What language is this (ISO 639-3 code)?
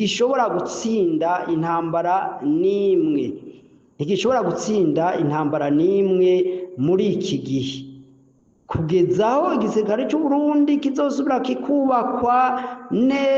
run